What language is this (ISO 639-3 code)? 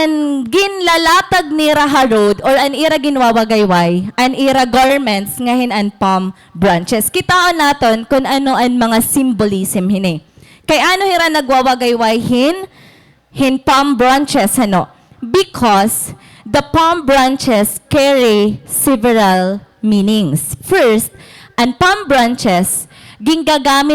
war